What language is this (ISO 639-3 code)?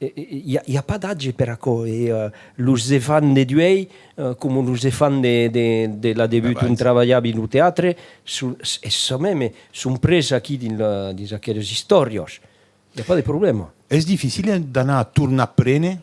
oci